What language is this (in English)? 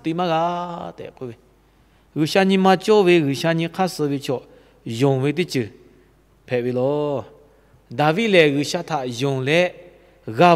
Lahu